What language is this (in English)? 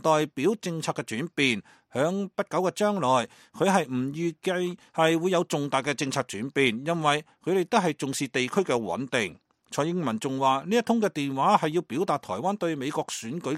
Cantonese